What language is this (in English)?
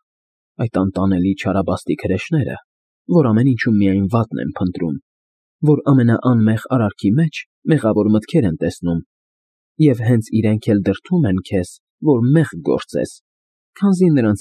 Armenian